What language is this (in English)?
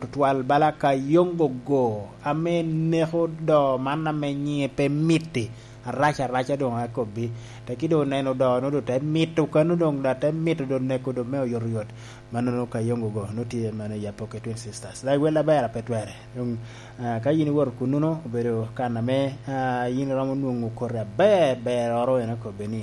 Lango (Uganda)